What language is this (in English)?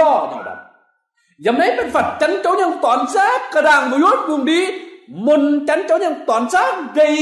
Kim Mun